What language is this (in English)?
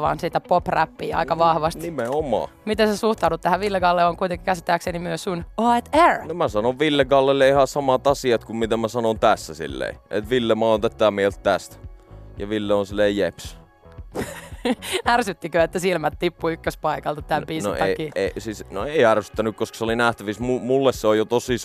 Finnish